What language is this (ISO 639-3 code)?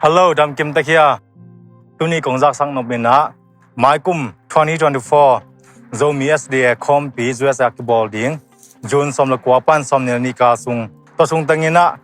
ctd